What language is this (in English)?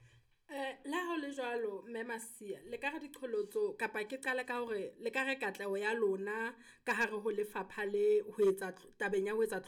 Southern Sotho